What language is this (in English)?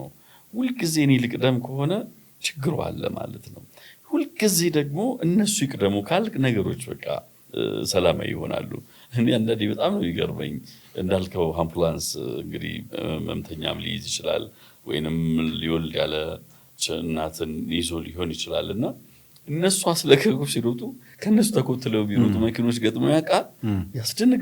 Amharic